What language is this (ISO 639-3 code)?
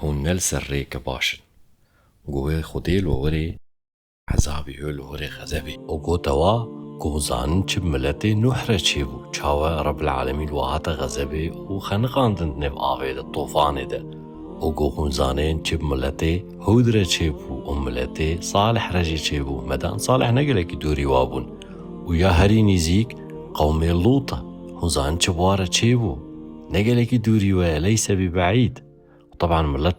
kur